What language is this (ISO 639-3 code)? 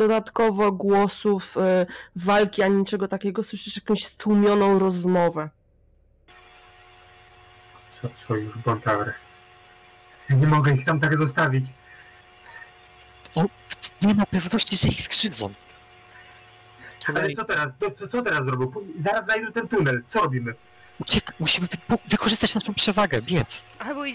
pol